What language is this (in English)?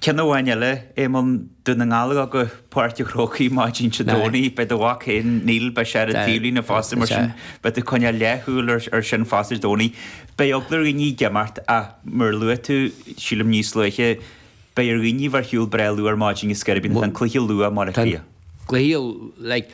Irish